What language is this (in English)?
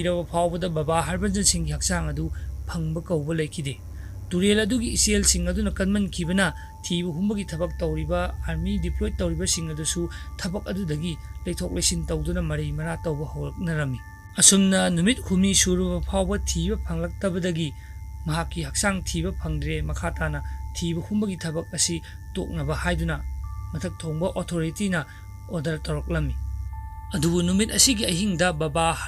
Manipuri